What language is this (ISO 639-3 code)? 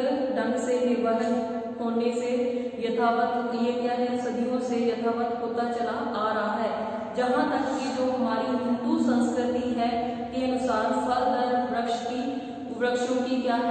hin